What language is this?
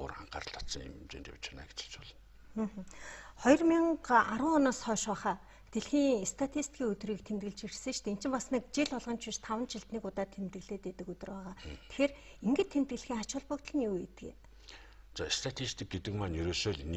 Mongolian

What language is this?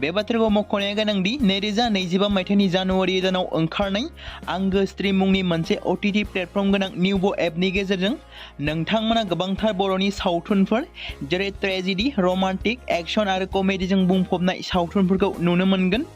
Bodo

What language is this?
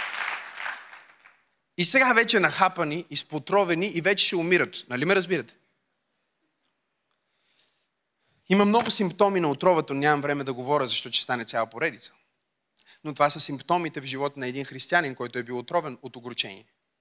Bulgarian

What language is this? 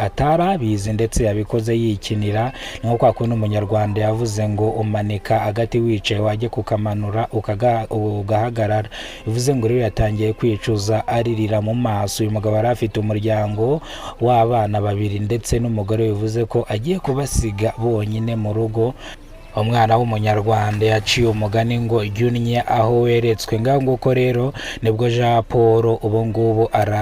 Kinyarwanda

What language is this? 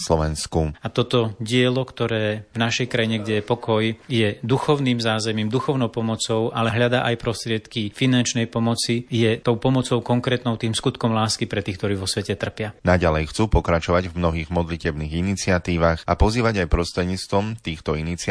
Slovak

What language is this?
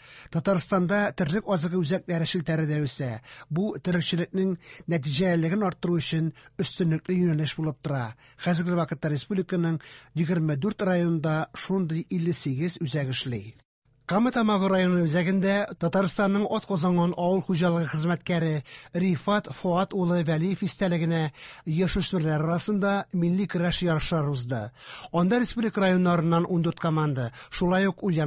Tatar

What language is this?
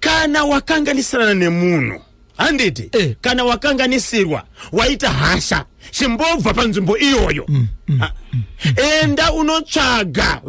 Shona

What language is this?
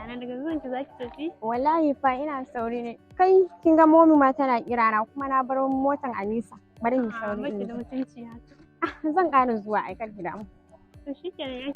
Hausa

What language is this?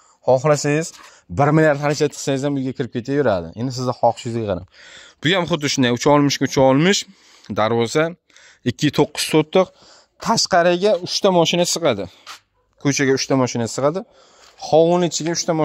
Uzbek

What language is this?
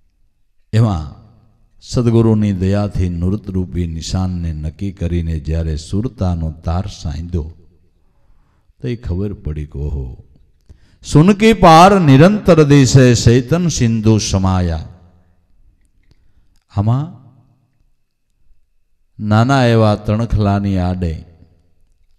Gujarati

